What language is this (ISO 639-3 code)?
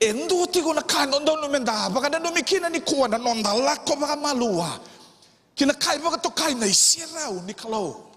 fij